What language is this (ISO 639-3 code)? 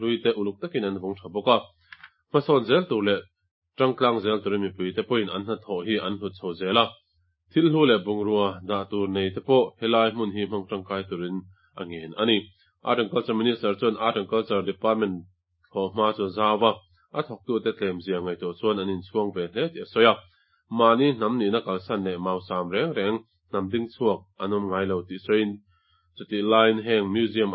lus